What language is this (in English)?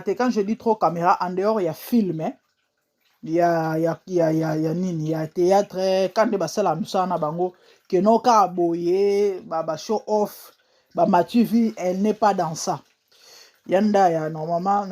Lingala